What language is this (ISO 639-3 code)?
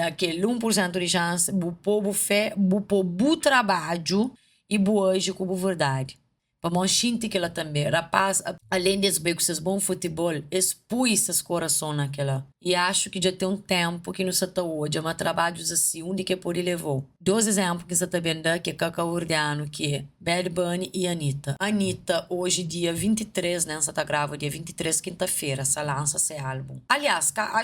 kea